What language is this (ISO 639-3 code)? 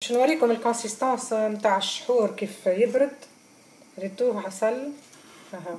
aeb